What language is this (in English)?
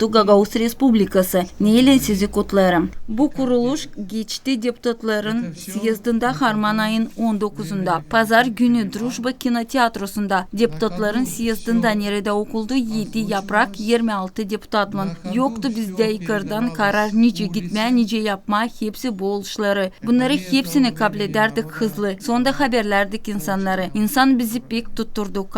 Gagauz